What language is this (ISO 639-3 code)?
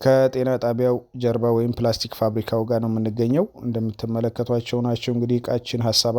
amh